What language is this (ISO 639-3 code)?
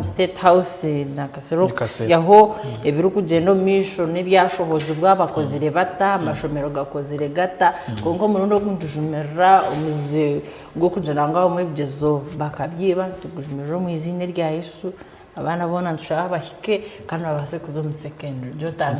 nyn